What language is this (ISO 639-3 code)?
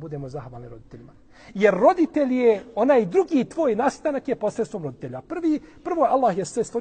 bos